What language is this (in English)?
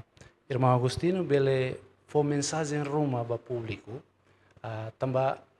Tetum